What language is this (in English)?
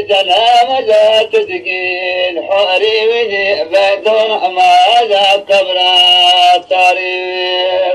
Zaza